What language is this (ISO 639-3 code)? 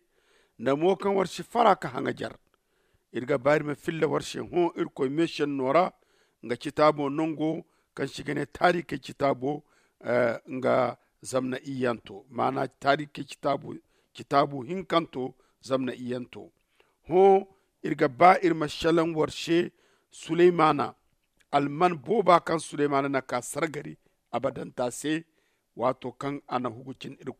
dje